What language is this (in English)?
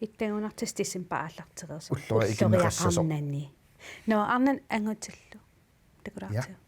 Kalaallisut